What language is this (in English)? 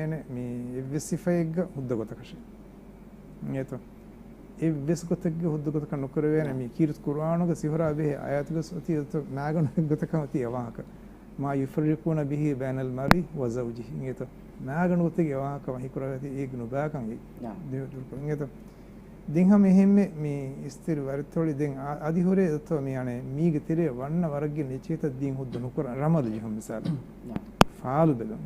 Divehi